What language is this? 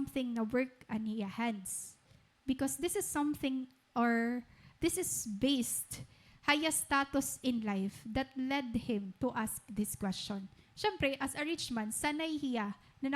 Waray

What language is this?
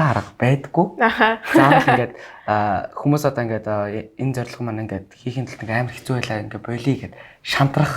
Mongolian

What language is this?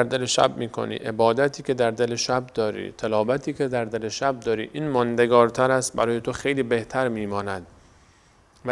Persian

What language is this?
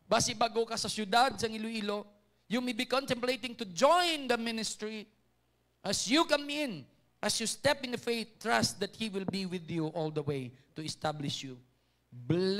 Hiligaynon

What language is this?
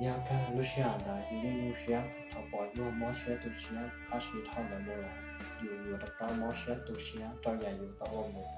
Hmong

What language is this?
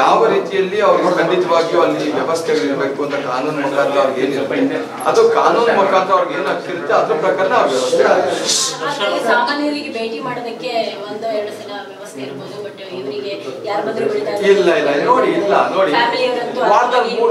Kannada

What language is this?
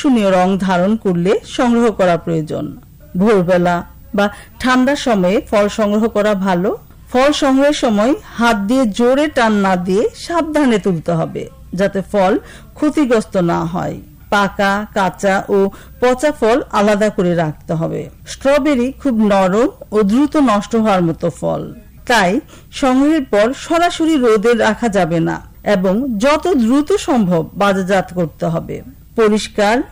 Bangla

